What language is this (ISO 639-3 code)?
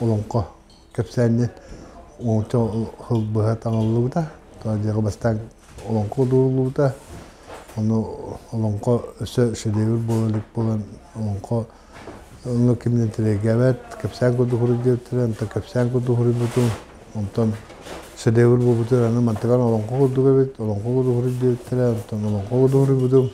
sah